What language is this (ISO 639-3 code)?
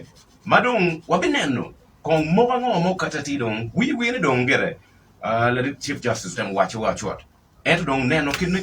ach